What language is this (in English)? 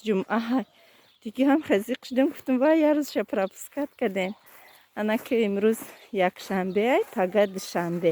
Tajik